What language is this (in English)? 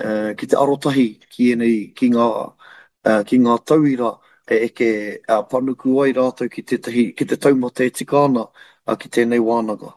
Māori